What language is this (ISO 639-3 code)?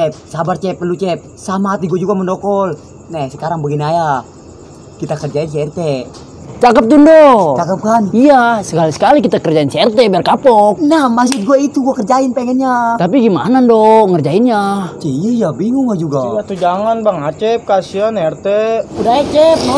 bew